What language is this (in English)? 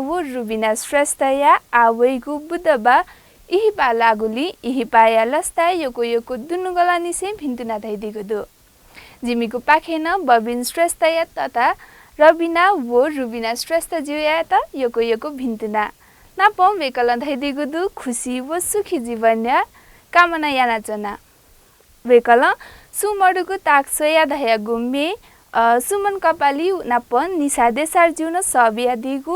Newari